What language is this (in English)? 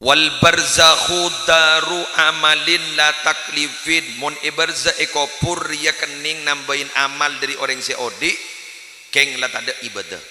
Madurese